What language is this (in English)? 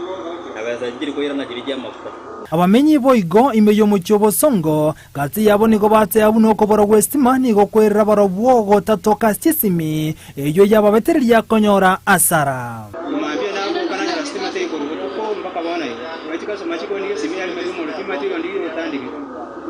Gusii